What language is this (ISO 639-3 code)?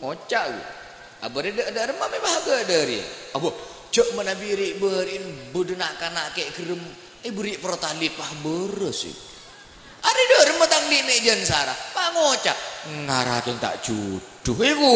mad